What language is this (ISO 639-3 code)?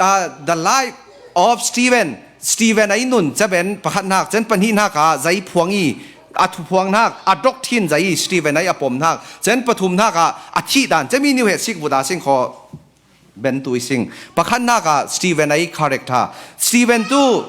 cfm